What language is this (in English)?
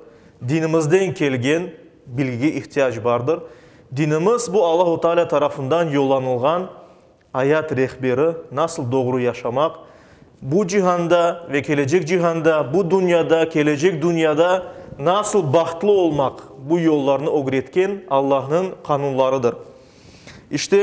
Crimean Tatar